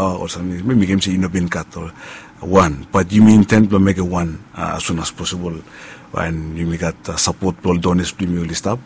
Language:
Bislama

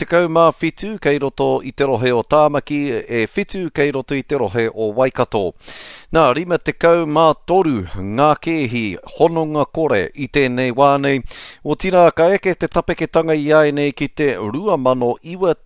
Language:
Māori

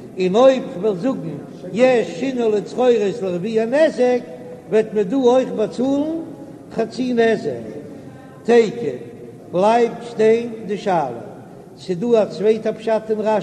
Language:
Yiddish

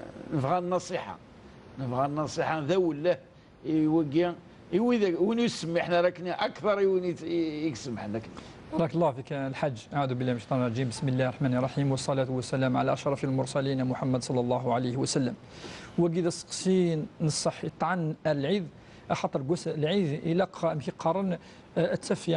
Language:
Kabyle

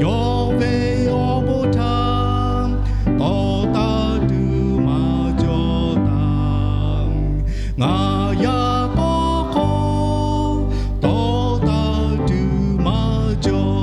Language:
Lahu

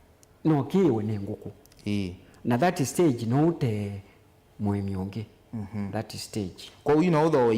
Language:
Kamba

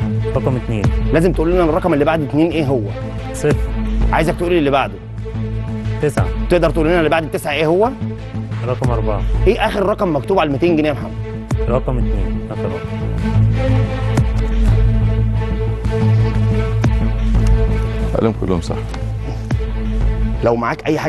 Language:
Egyptian Arabic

